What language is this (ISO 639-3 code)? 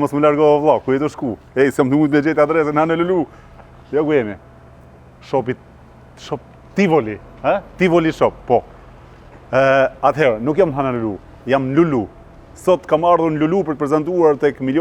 sqi